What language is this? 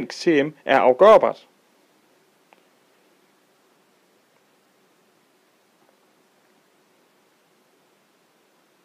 Danish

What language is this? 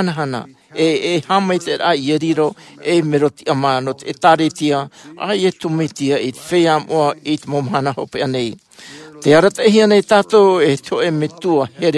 Tahitian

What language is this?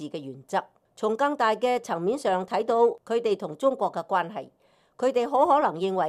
Cantonese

